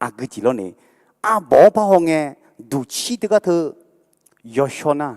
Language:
Akha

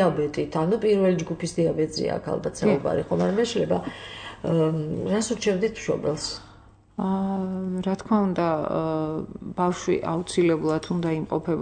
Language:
Georgian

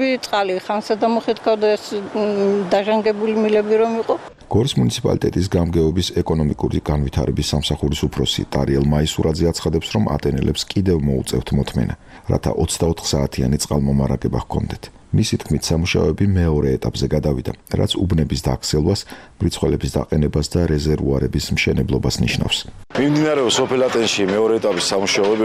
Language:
Georgian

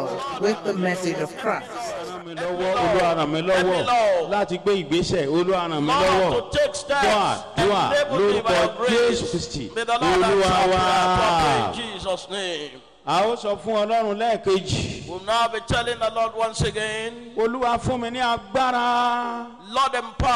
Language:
Yoruba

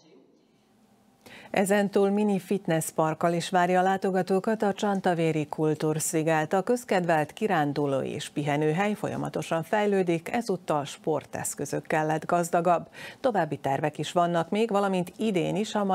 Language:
Hungarian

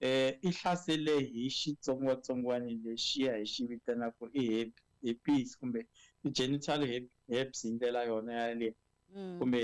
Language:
Tsonga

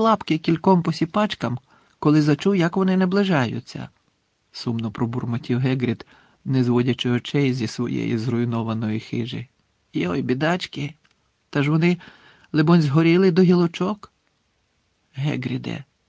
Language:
Ukrainian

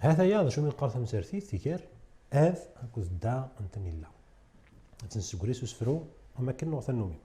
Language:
Kabyle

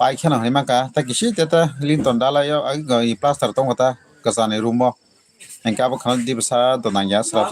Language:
Kok Borok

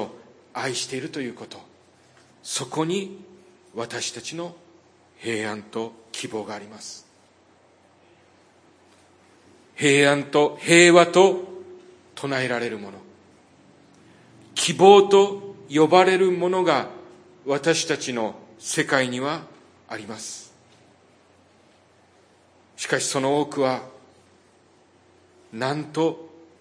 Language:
Japanese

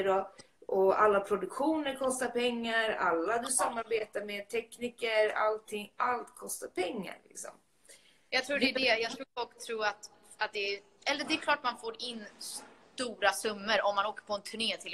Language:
Swedish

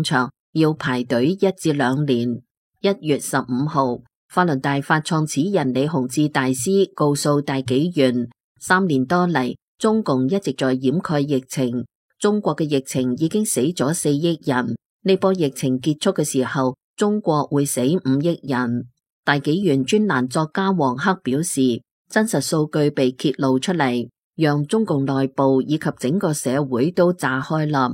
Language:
Cantonese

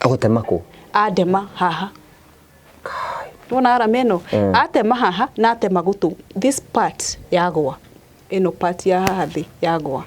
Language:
Kikuyu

